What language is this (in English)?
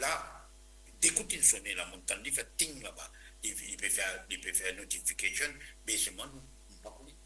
Morisyen